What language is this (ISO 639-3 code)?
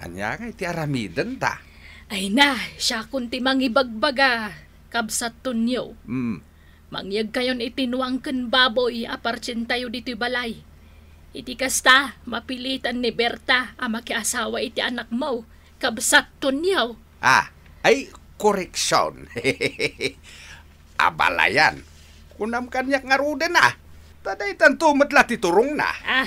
ilo